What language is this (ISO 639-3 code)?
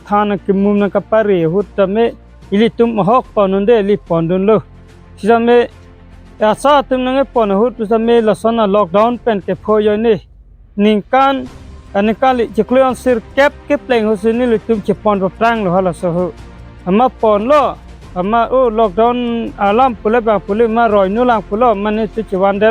mjw